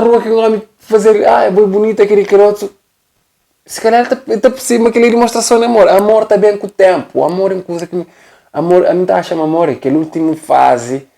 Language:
Kabuverdianu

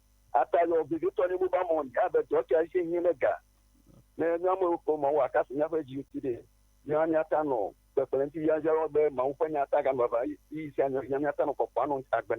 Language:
Ewe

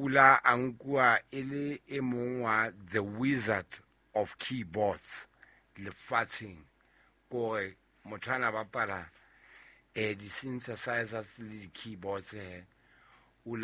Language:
Southern Sotho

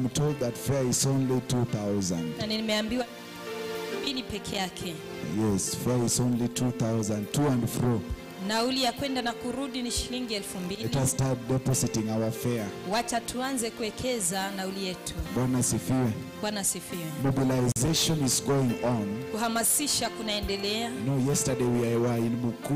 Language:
Swahili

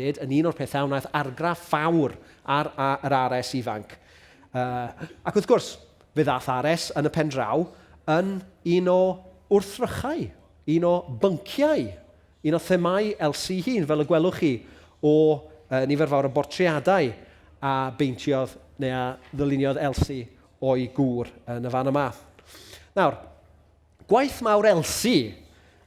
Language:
Welsh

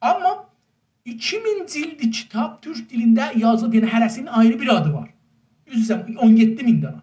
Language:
South Azerbaijani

